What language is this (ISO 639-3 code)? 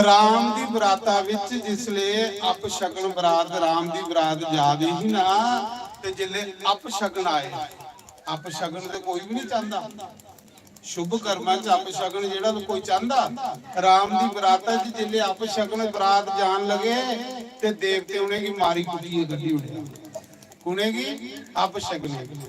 doi